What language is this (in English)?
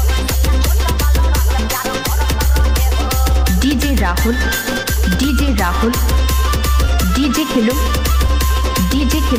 Bhojpuri